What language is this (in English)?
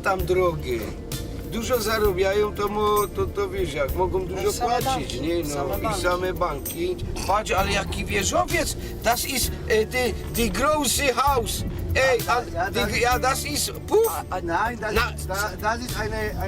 Silesian